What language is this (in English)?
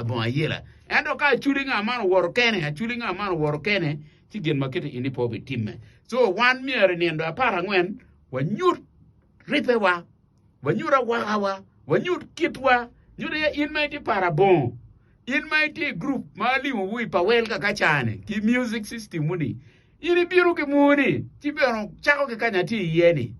Acoli